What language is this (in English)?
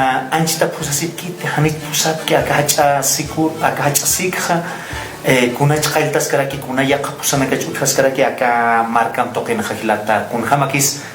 Aymara